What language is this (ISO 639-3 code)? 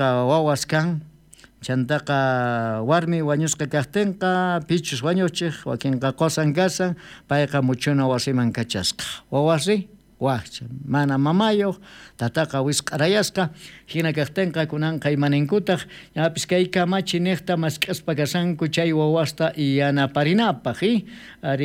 quh